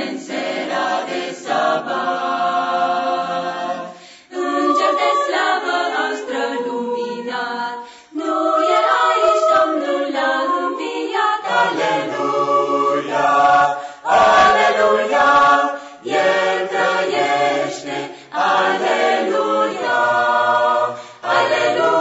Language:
Romanian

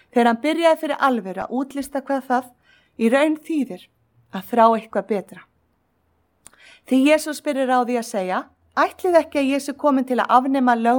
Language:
Icelandic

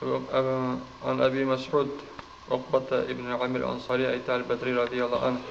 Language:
Kumyk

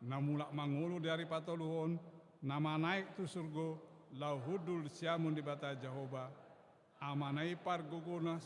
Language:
Batak Toba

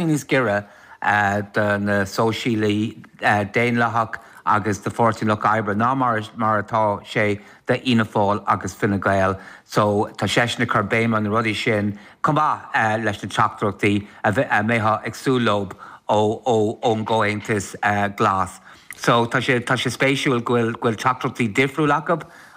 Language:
Irish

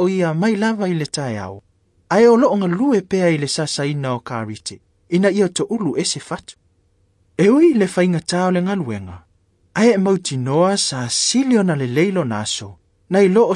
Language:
Samoan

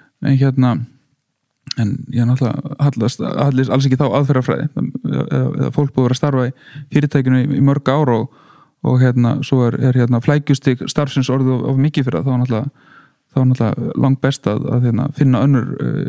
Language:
Icelandic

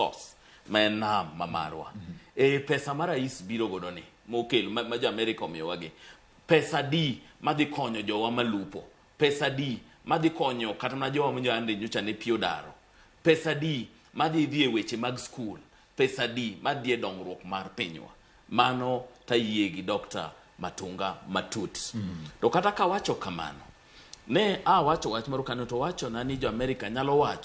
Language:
Luo (Kenya and Tanzania)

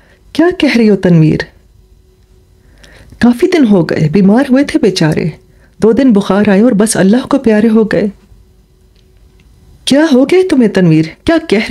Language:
Urdu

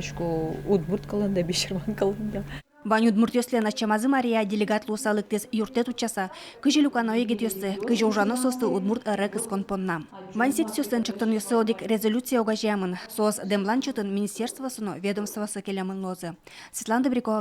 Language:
Udmurt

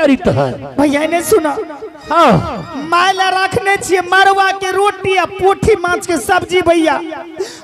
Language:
Angika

